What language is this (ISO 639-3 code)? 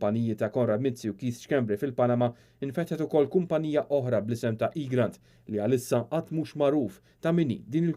mlt